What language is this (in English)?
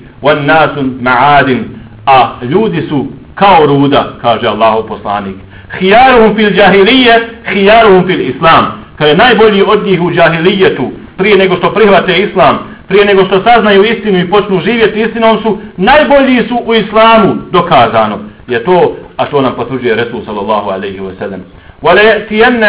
Bosnian